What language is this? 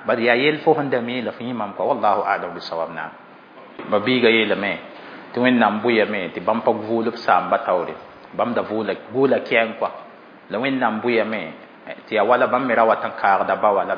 Mossi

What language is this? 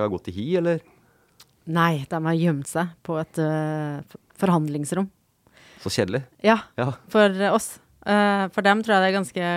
Norwegian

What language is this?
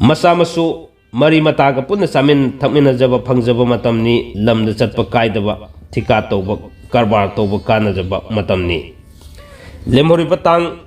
Manipuri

